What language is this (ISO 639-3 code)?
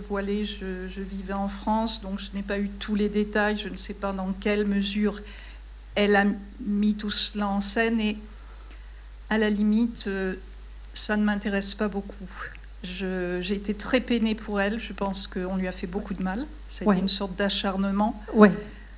fra